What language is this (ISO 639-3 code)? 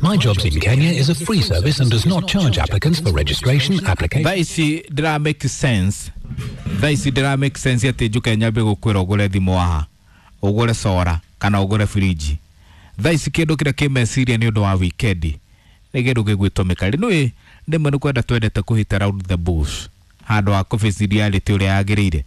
kik